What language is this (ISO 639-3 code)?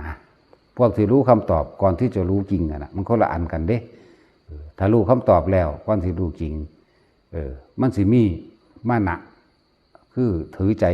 tts